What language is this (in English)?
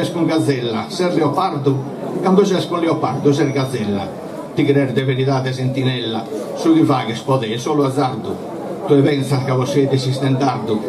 Sardinian